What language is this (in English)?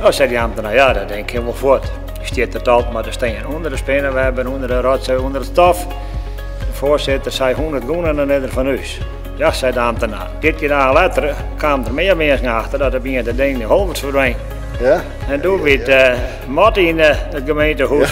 Western Frisian